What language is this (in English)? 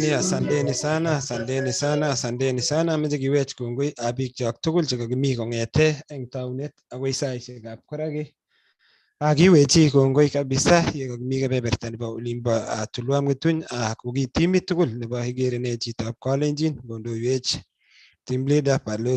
Kalenjin